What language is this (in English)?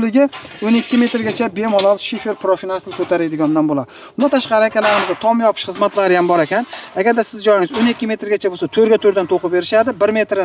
Uzbek